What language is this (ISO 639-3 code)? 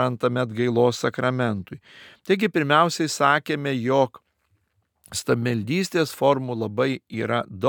lit